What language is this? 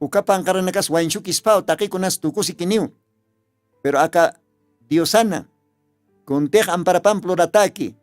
Aymara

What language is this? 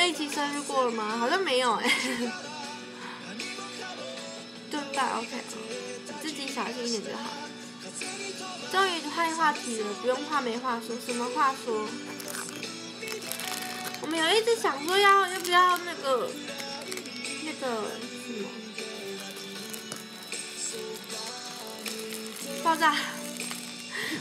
Chinese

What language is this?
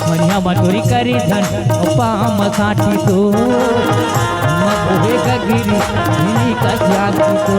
Chhattisgarhi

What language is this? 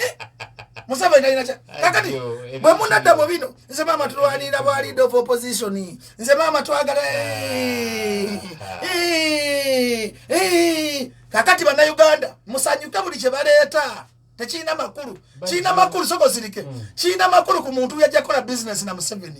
Ganda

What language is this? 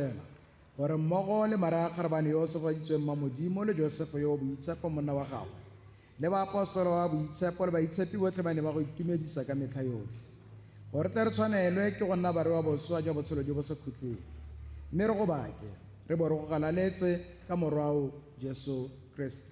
Tswana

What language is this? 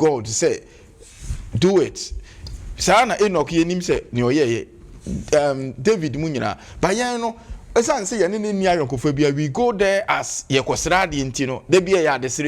Akan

